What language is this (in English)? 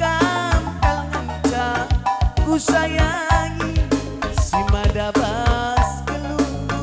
Batak Karo